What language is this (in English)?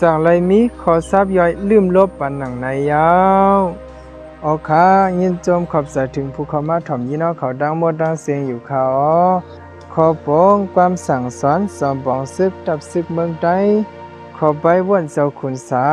Shan